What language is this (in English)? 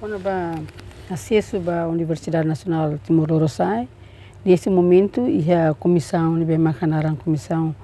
Tetum